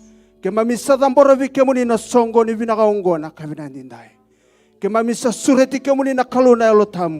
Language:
Fijian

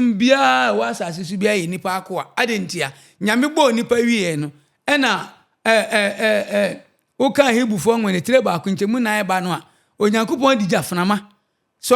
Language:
Akan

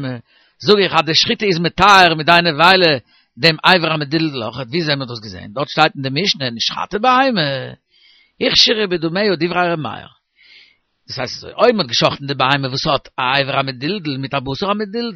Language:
Yiddish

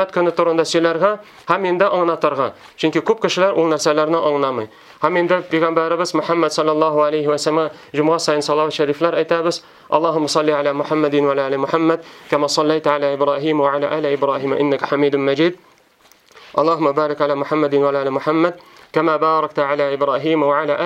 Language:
Tatar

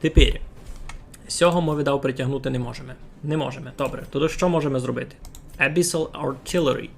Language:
Rusyn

